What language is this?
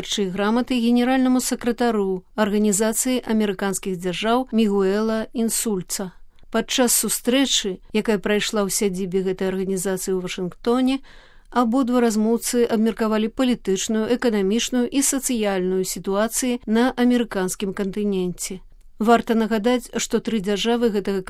Belarusian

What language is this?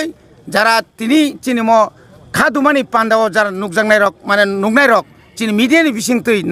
Riang (India)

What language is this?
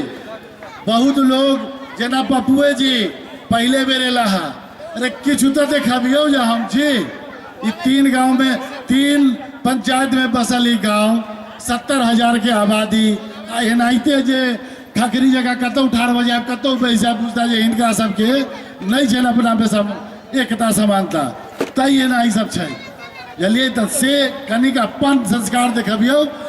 Maithili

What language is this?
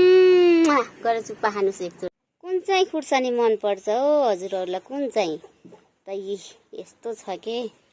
Nepali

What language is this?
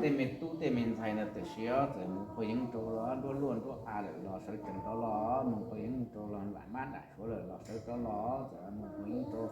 Hmong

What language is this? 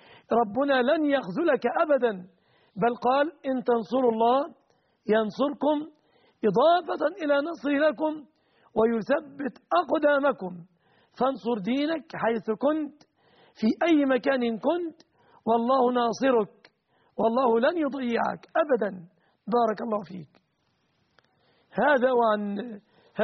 Arabic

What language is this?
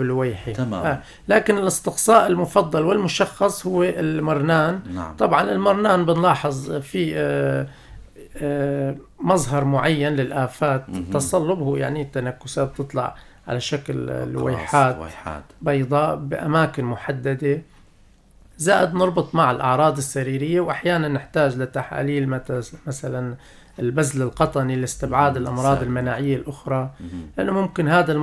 North Levantine Arabic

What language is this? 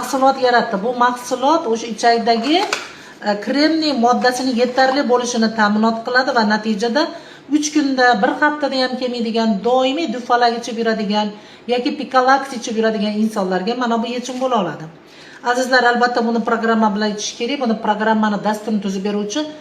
Uzbek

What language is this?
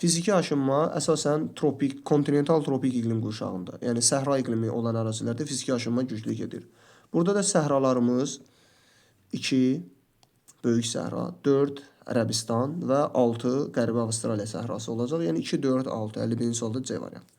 Azerbaijani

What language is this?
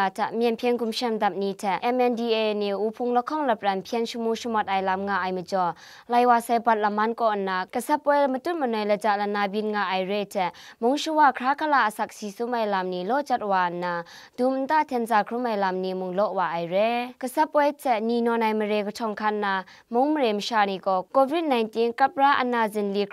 Kachin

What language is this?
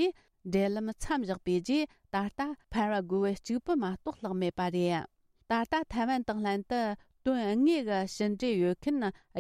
Tibetan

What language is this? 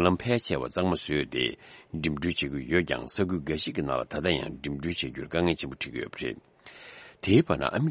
Tibetan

